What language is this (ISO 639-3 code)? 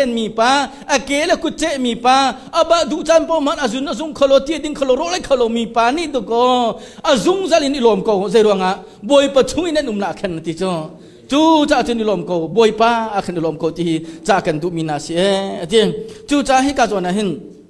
cnh